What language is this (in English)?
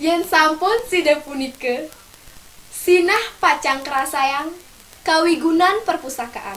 Balinese